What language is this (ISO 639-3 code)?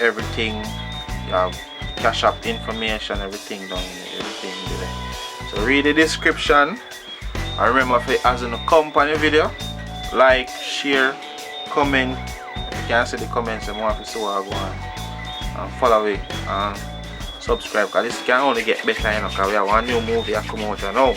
jam